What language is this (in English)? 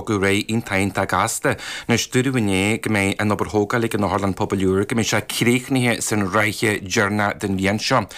Irish